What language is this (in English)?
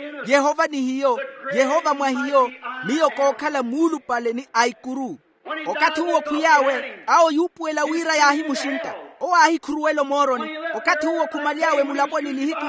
Makhuwa